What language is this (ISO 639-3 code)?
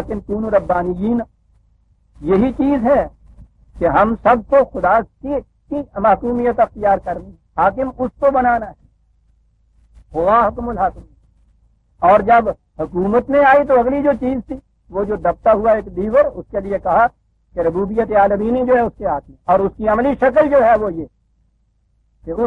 urd